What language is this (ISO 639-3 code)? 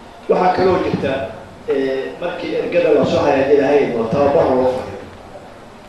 som